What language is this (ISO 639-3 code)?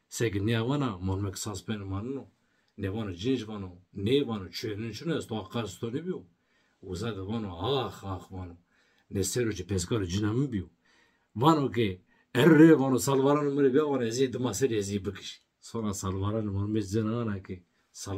zza